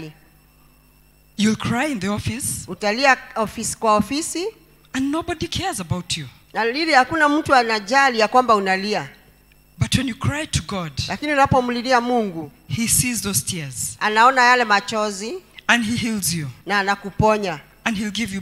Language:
Swahili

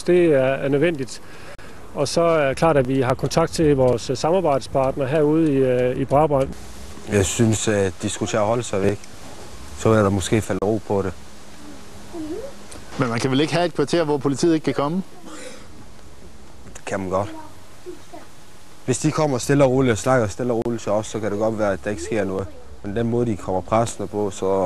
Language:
Danish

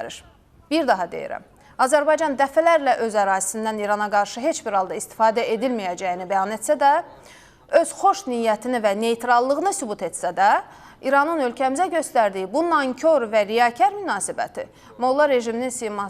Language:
Azerbaijani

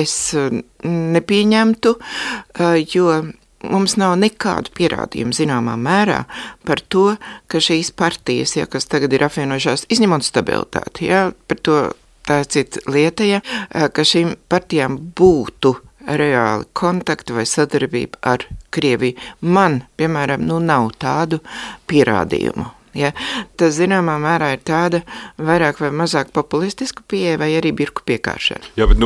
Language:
Latvian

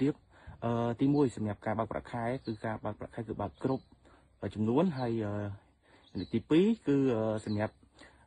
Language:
Khmer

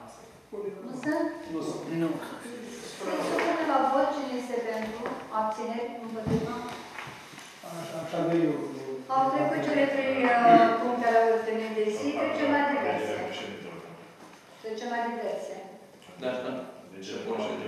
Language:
Romanian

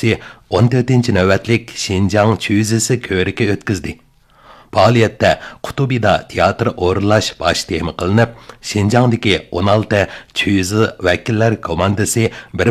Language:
Uyghur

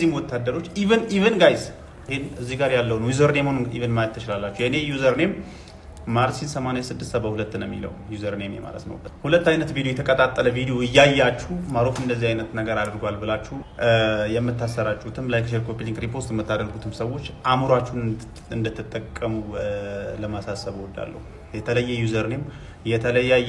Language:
Amharic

